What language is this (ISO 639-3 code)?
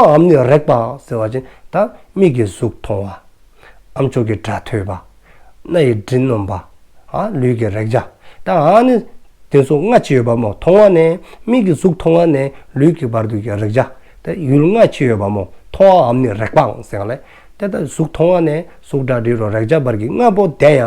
dzo